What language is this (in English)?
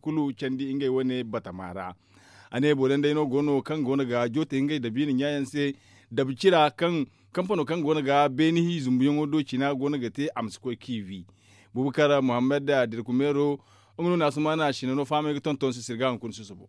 Zarma